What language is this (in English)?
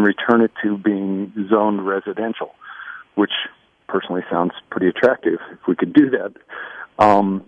English